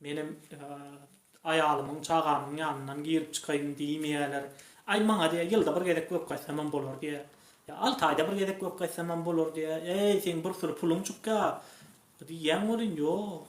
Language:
Turkmen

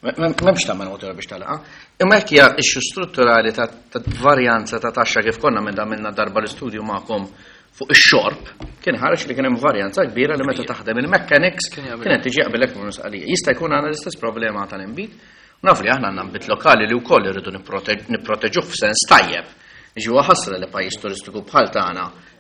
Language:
Maltese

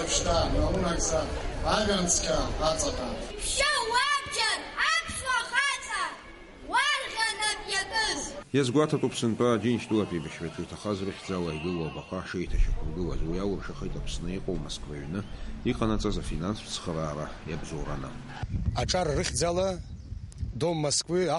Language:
Abkhazian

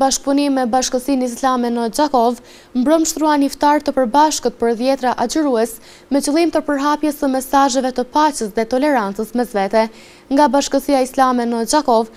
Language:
Albanian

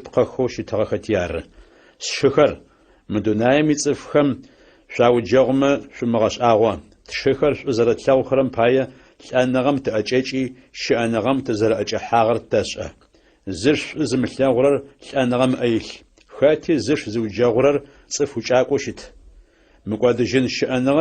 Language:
Adyghe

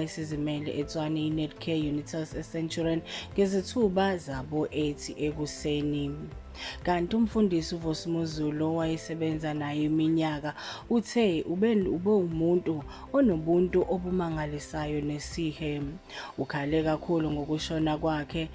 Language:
Zulu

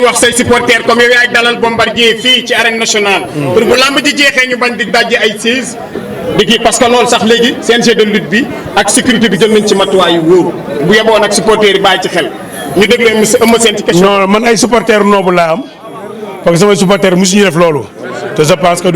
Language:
Wolof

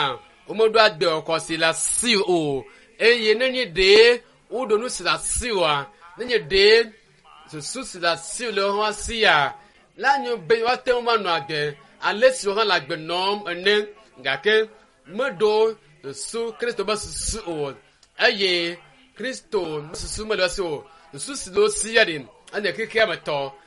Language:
Ewe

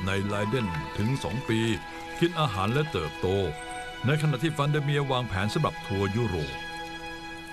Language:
Thai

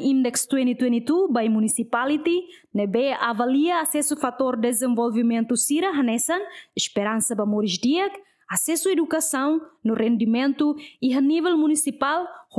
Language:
Tetum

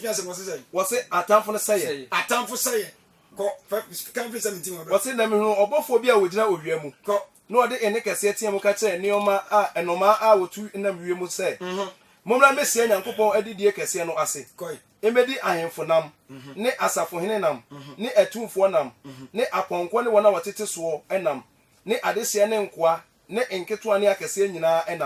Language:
Akan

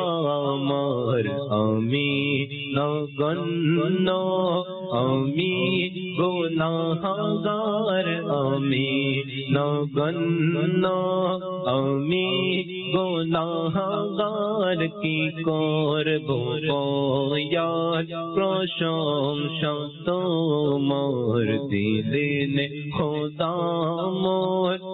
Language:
Bangla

